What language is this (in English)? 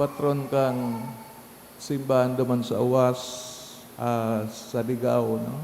Bikol